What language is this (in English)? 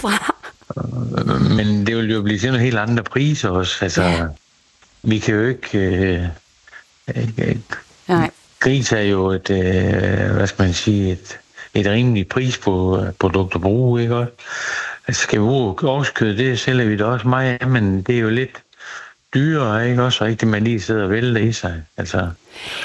Danish